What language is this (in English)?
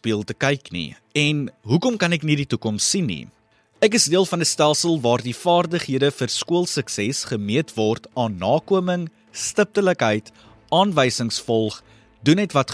Afrikaans